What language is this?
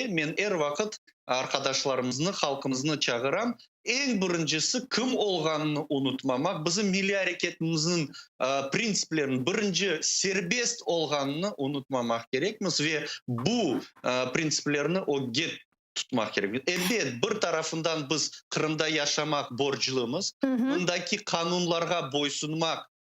Crimean Tatar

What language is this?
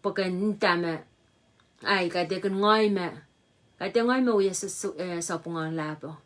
Pohnpeian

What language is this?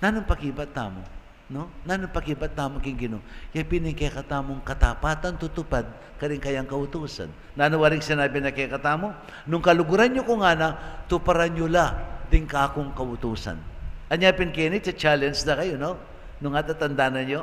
Pampanga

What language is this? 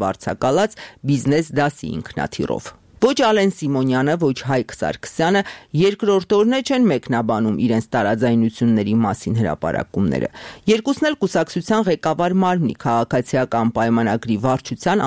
Armenian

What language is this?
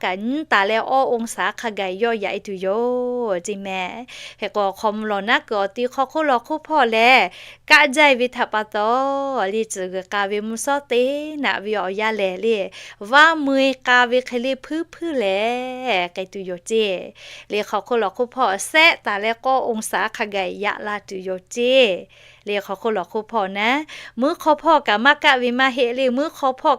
Lahu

